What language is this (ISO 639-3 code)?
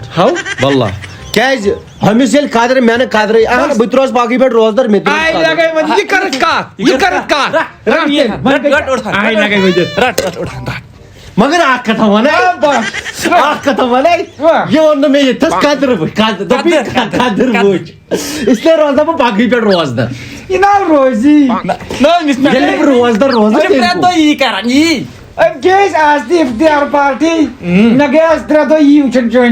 kas